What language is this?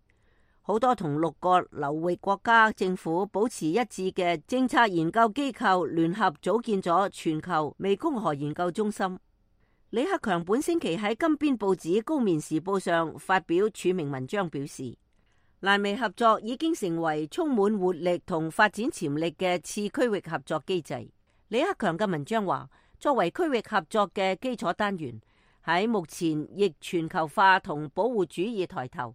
Cantonese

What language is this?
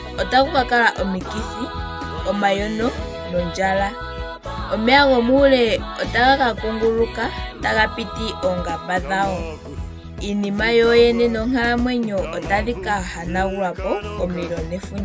Ndonga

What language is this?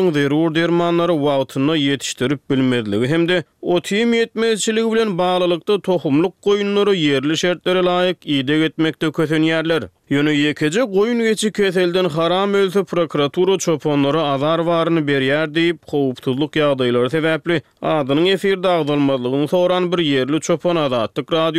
Turkmen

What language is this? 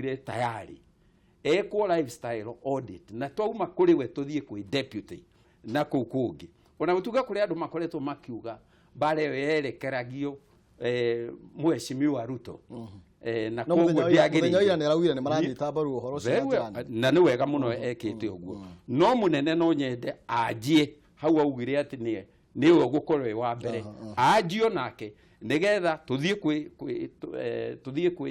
Kikuyu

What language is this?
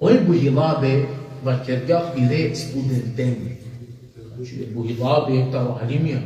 Balkan Romani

